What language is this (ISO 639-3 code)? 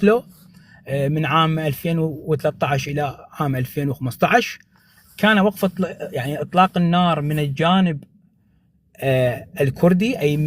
apc